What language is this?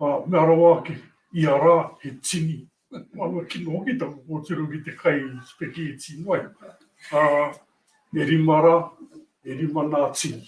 Māori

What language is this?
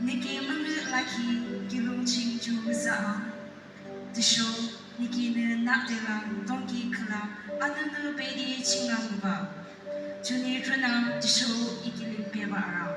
Yimchungru Naga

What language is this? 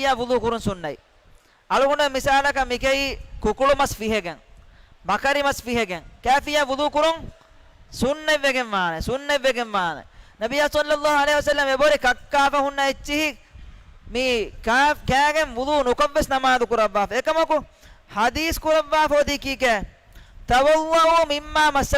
Divehi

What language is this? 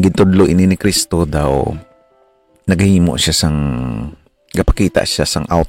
Hiligaynon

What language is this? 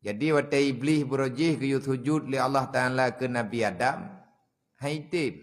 Achinese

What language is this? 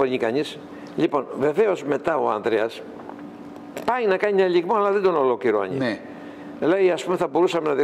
Greek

